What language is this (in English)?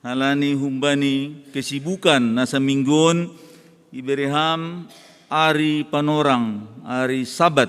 Batak Simalungun